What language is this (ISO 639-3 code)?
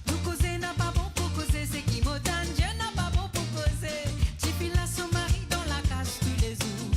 mfe